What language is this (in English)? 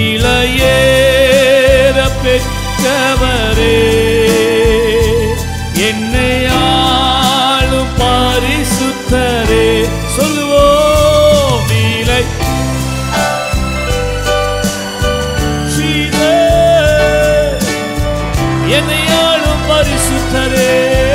Tamil